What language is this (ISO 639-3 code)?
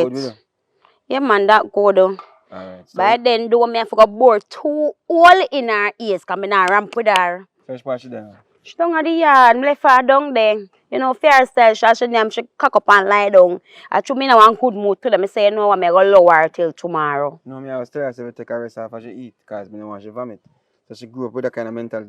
jam